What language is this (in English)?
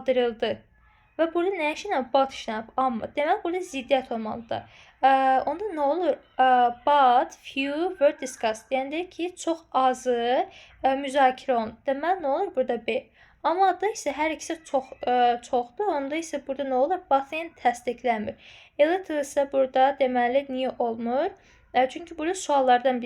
Azerbaijani